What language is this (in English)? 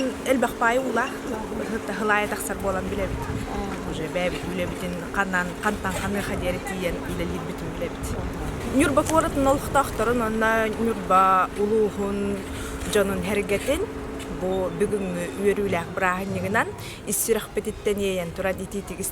Yakut